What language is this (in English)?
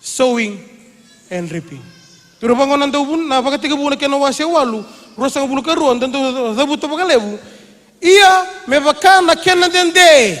Fijian